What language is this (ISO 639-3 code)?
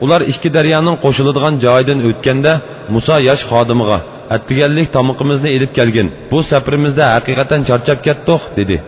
uig